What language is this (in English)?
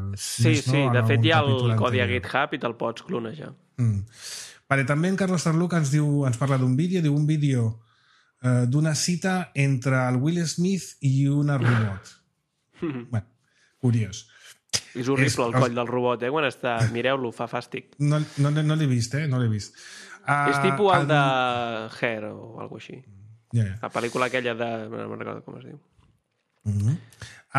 Catalan